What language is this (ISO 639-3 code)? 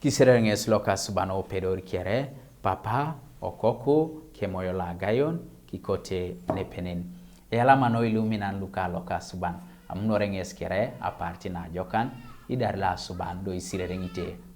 teo